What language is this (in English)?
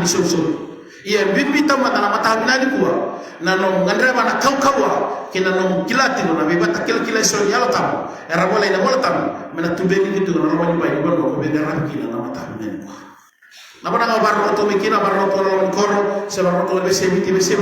Fijian